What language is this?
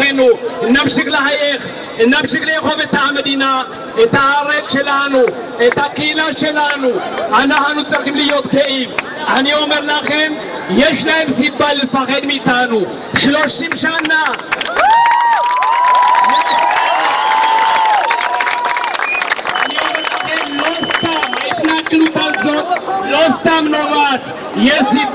Hebrew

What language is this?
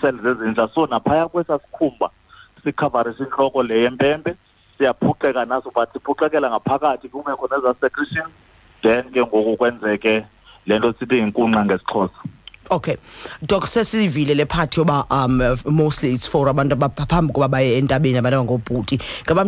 Xhosa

